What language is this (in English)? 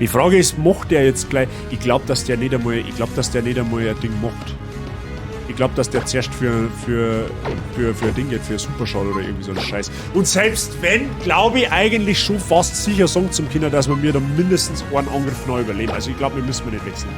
Bavarian